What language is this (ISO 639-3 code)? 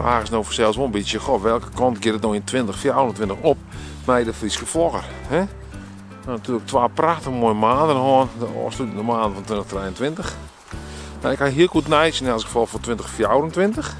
fry